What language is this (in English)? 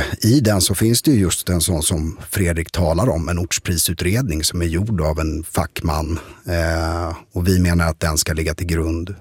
Swedish